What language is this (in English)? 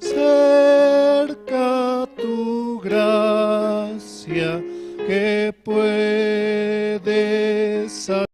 Aymara